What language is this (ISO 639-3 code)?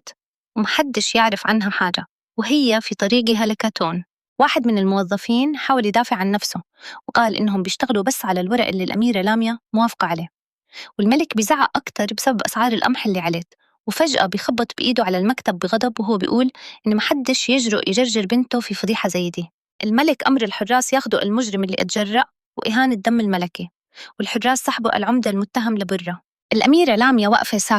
arz